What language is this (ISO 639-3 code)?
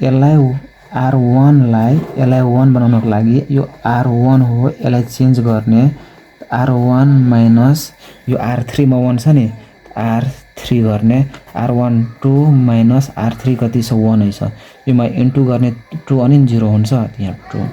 nep